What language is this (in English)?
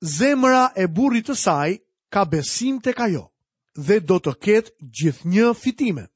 Albanian